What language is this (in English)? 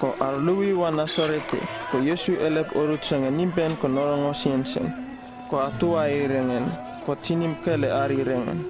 Uripiv-Wala-Rano-Atchin